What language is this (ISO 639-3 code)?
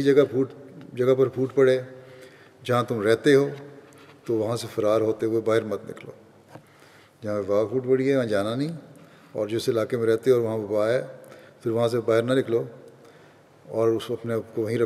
urd